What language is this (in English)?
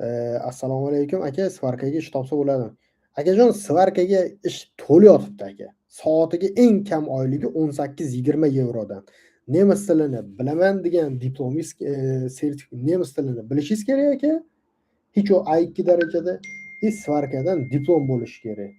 Uzbek